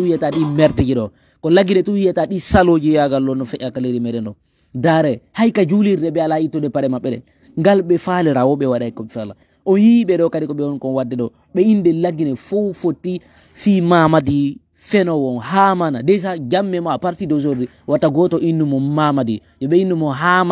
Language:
Fula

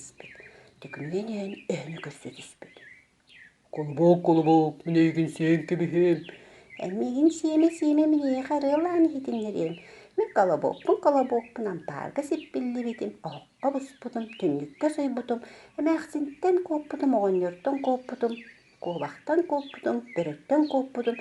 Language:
Yakut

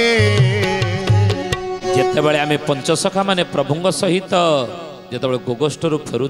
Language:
Odia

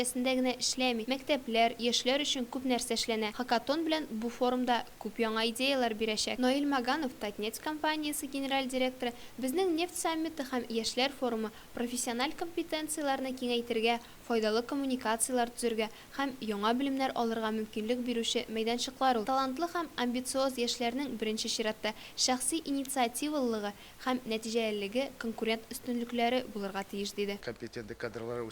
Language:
Tatar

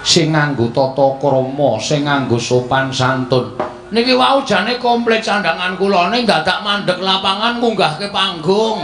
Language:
Javanese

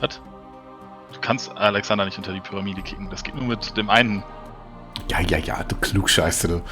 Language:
Swiss German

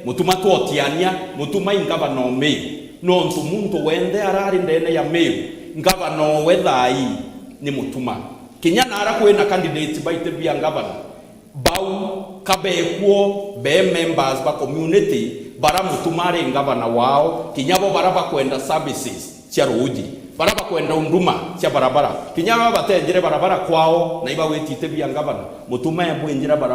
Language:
Meru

